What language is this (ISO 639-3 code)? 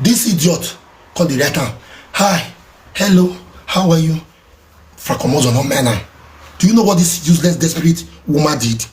pcm